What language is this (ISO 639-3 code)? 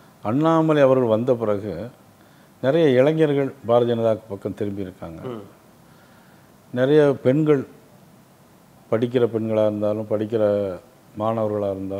tam